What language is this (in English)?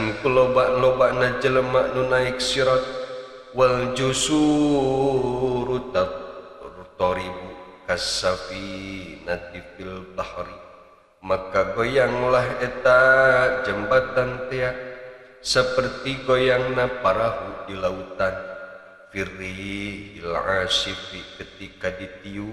Sundanese